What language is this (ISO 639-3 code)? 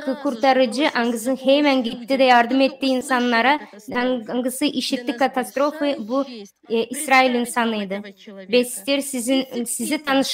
gag